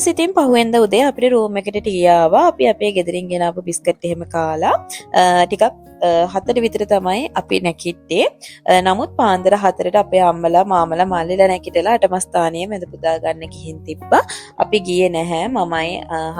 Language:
Sinhala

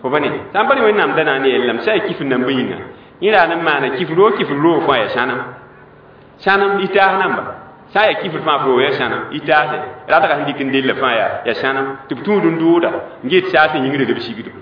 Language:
Mossi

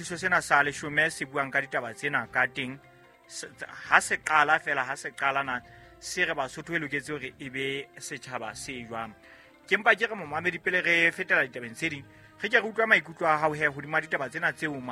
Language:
Southern Sotho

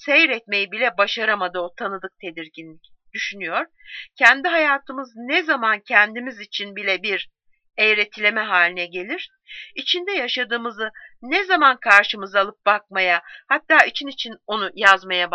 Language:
Turkish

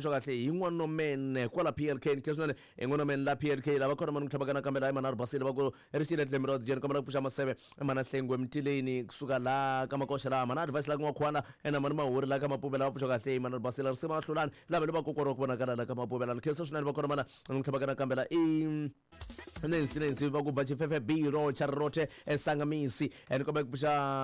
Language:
Tsonga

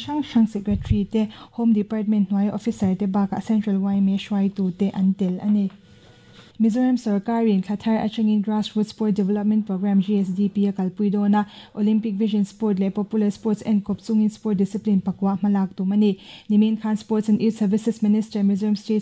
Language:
Mizo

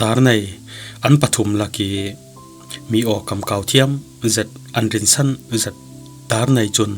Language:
Falam Chin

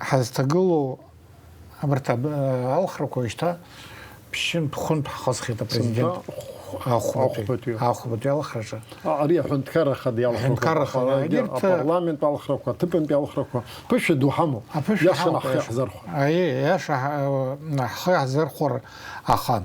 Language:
Abkhazian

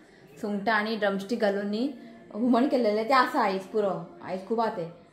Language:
Konkani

